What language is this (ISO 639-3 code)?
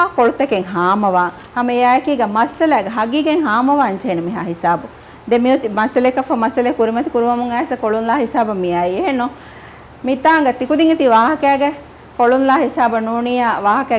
div